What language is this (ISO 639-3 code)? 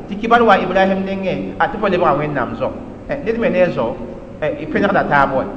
mos